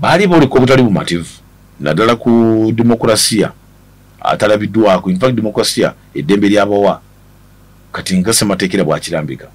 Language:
Ganda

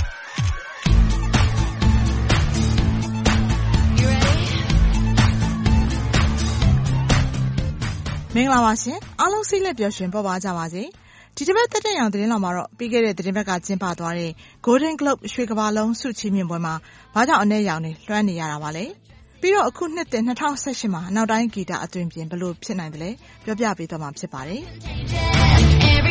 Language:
Burmese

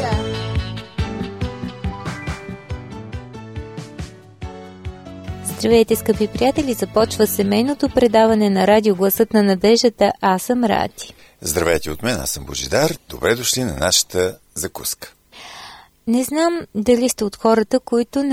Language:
Bulgarian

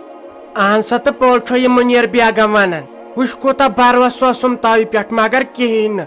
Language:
Kashmiri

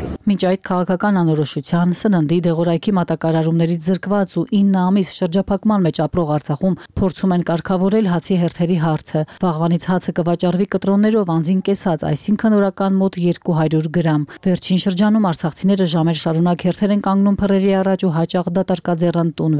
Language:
Armenian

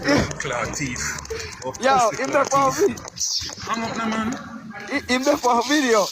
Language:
Jamaican Creole English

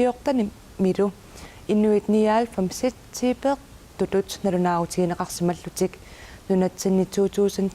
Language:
Kalaallisut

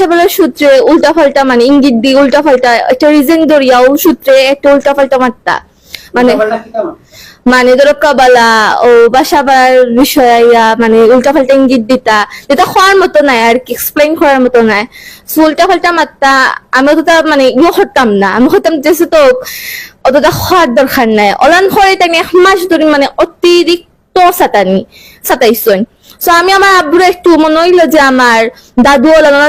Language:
Sylheti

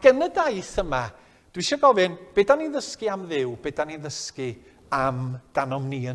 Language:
Welsh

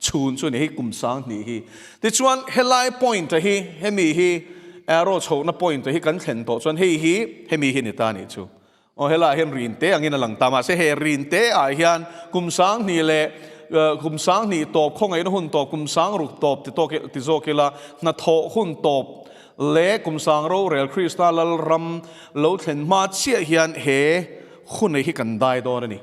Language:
Mizo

